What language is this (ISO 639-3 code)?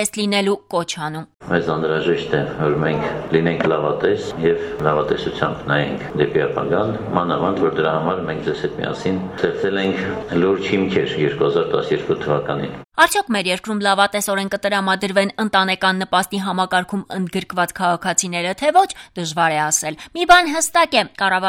hye